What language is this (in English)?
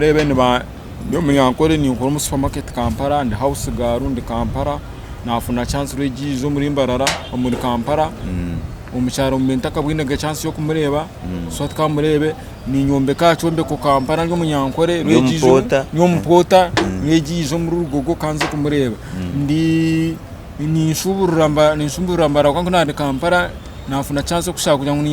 Nyankole